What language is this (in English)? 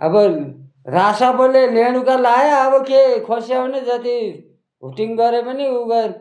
Nepali